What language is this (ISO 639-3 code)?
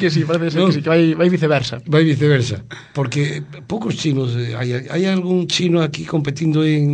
glg